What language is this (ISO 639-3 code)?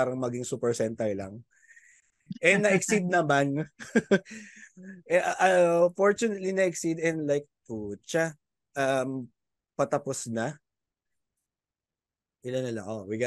fil